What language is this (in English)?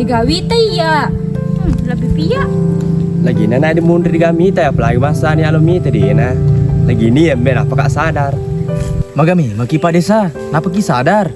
Buginese